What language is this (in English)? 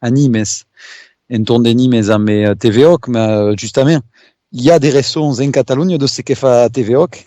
Occitan